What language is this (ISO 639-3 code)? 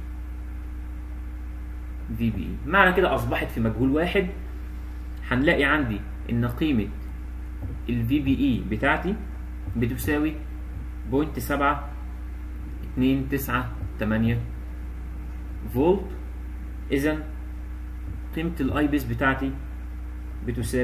arz